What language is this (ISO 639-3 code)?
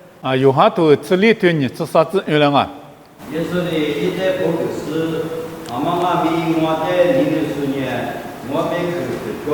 lis